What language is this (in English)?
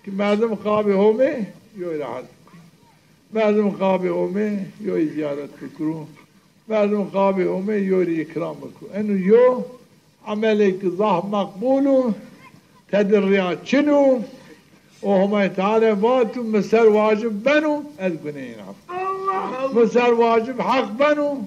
Zaza